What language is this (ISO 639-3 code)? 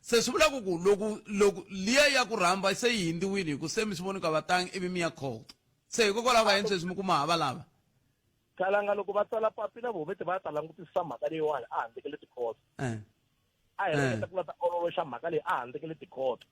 tso